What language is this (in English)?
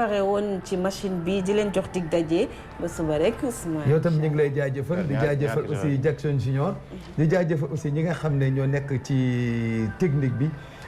Wolof